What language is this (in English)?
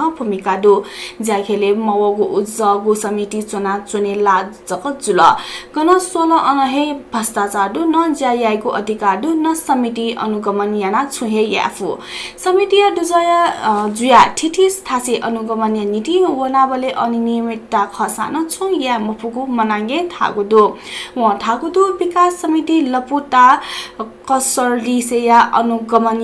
Newari